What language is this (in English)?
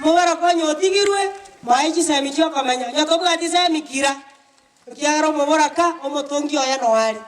Gusii